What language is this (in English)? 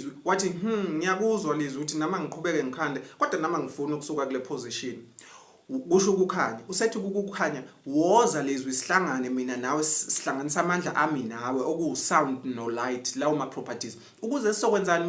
Zulu